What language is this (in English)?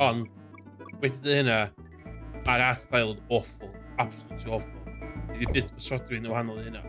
Welsh